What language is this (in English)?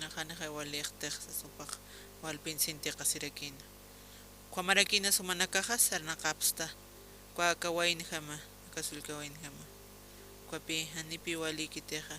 Aymara